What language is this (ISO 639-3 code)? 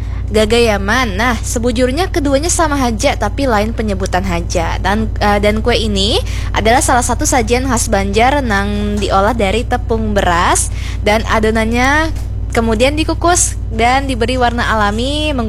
bjn